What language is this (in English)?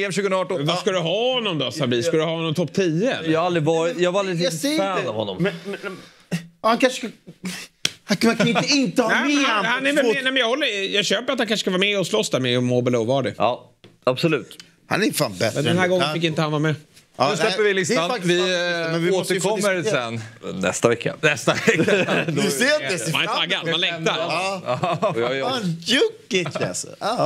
Swedish